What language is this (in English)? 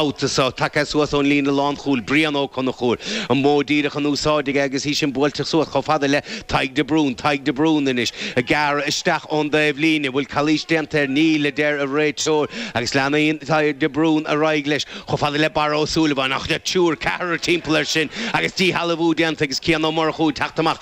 Irish